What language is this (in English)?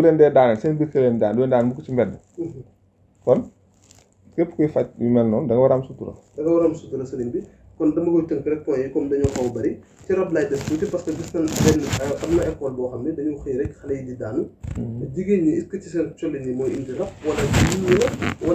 Wolof